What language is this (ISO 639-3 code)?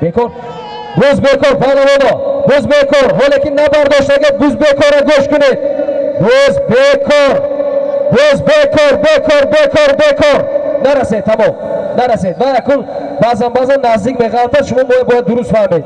tgk